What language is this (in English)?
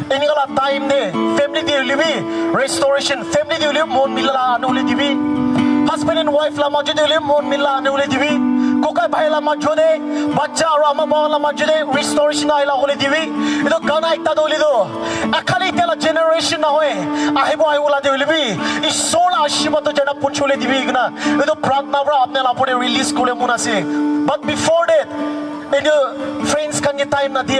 Naga Pidgin